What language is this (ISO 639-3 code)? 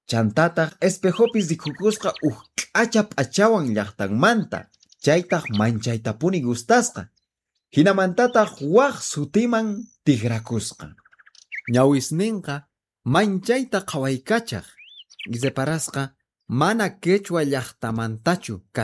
que